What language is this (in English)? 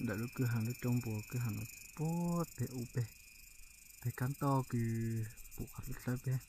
Hmong